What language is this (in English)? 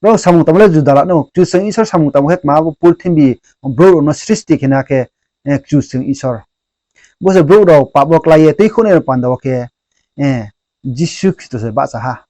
Riang (India)